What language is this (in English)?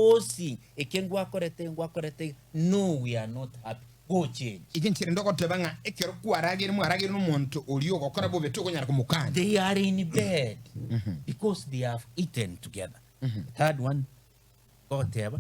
Gusii